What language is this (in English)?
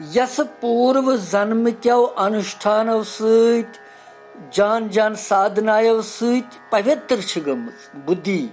Kashmiri